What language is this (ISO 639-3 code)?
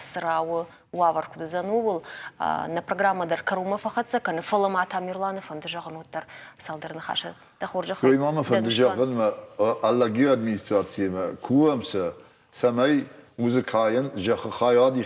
oss